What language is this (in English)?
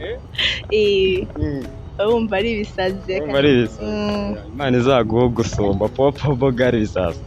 Kinyarwanda